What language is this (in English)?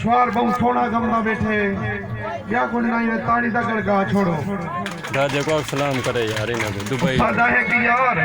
Saraiki